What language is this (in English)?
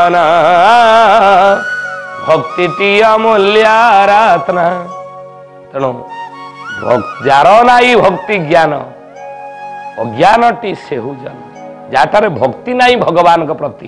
Odia